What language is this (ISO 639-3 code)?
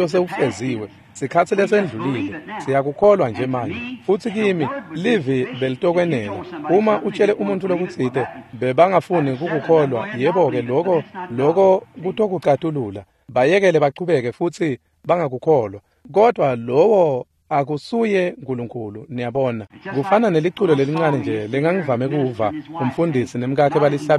ssw